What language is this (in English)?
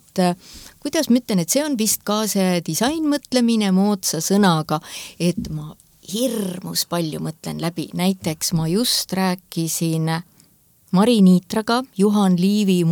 Estonian